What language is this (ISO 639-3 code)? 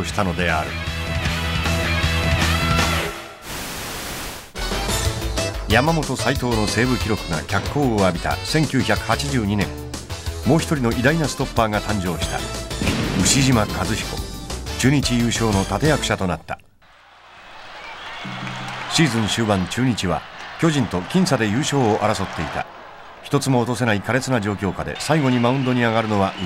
jpn